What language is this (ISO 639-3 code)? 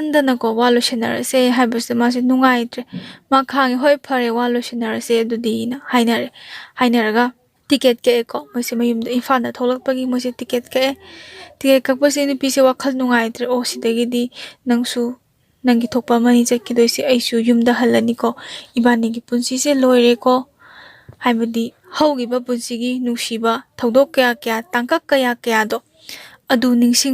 mni